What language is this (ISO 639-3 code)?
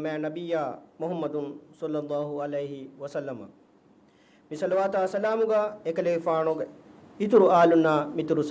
div